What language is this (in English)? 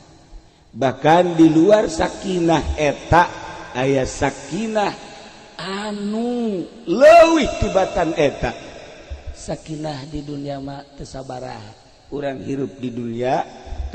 Sundanese